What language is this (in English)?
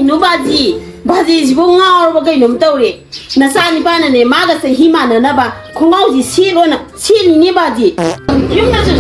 Manipuri